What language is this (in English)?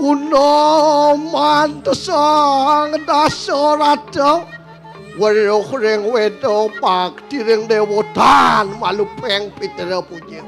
Balinese